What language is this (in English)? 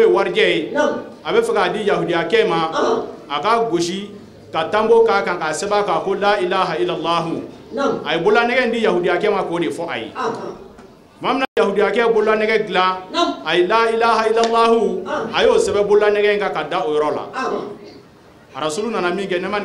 Bambara